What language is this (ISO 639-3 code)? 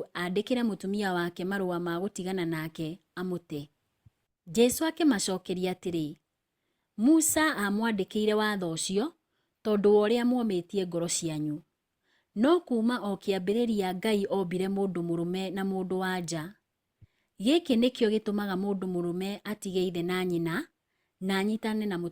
kik